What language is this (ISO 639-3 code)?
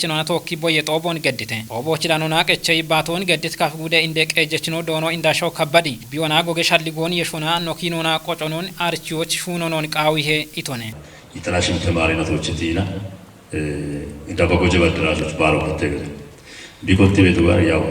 kbr